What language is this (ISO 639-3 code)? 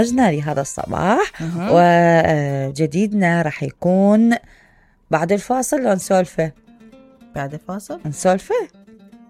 acm